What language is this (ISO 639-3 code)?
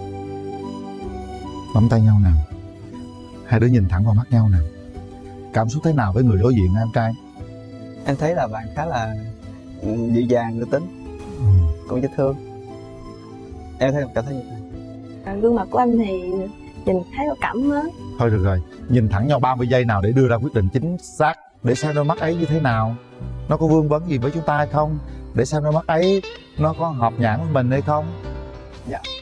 vie